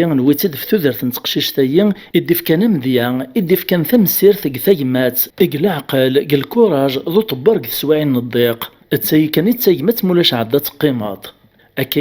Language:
Kabyle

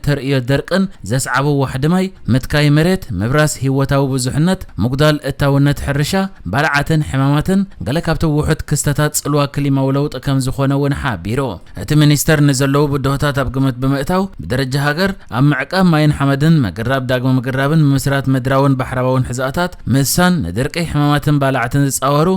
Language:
Tigrinya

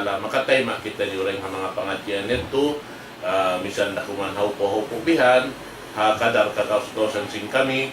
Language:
Tausug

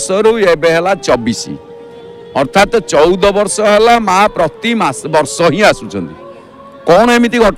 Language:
Odia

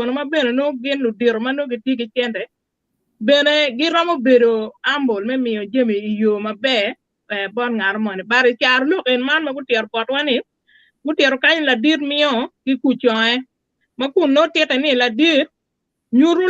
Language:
Acoli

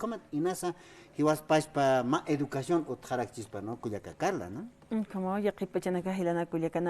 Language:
Aymara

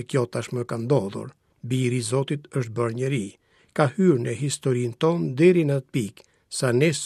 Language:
Albanian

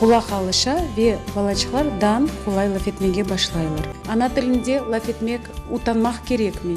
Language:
Crimean Tatar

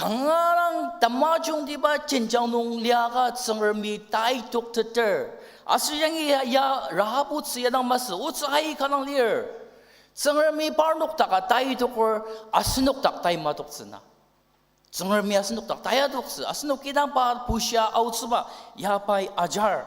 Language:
Ao Naga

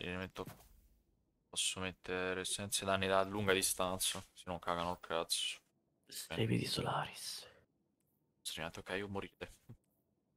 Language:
Italian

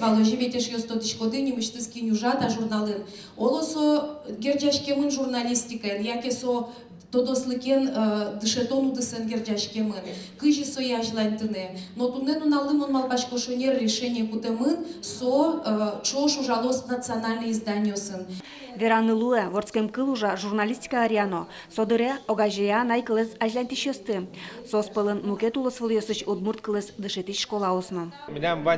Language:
Udmurt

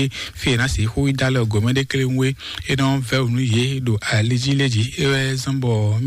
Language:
Fon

